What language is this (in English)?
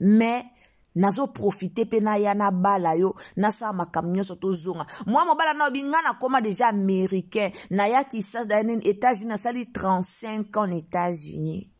Lingala